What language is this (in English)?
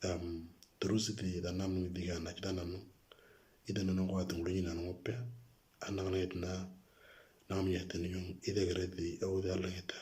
Moro